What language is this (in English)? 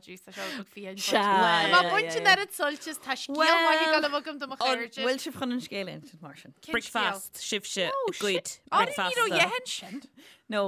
Irish